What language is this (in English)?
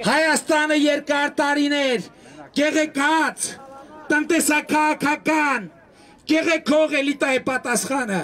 Armenian